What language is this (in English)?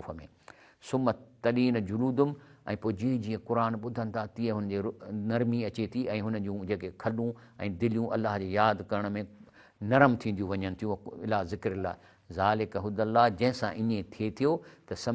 Sindhi